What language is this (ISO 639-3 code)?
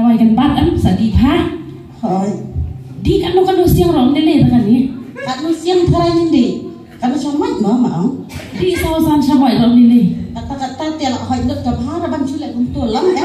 kha